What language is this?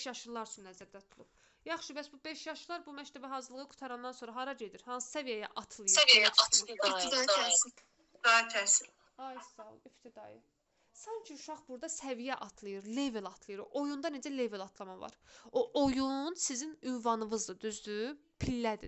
Azerbaijani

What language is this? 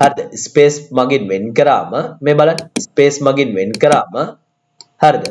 Sinhala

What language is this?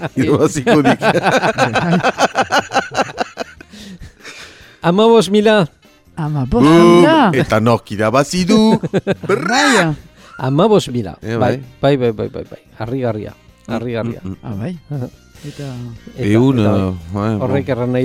Basque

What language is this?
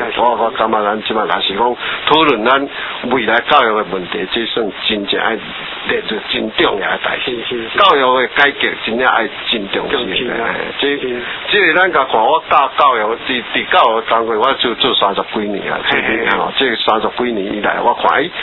Min Nan Chinese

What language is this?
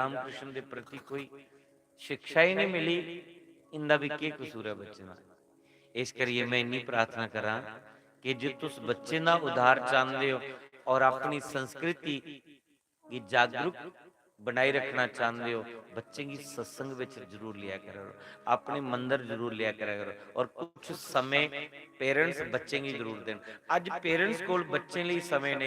Dogri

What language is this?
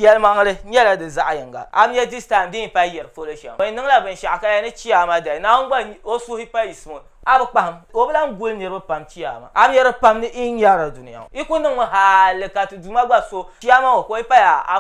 Dagbani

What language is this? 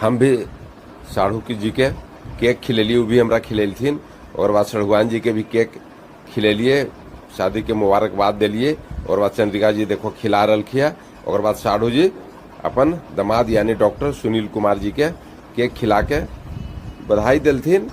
Magahi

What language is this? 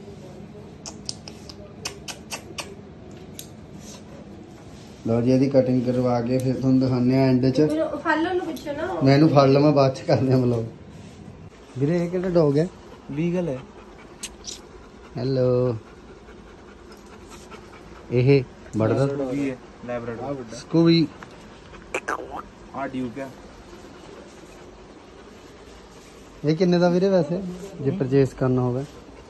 Punjabi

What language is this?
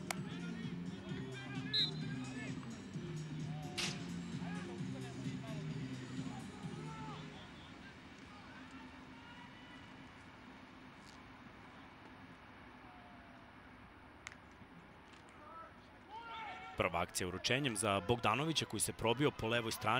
Serbian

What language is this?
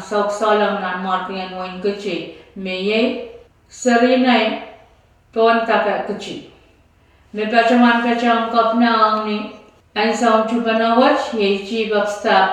Pohnpeian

